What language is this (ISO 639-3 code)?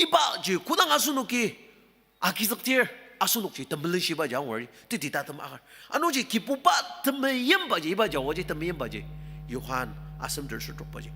njo